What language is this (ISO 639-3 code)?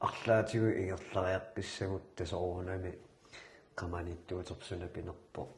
kal